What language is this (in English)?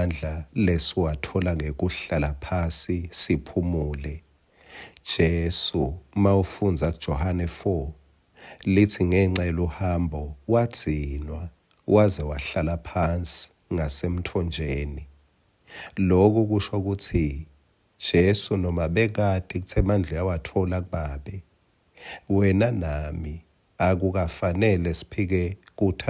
Swati